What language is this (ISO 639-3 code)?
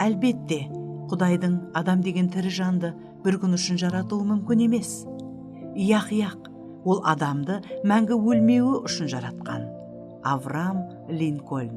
kaa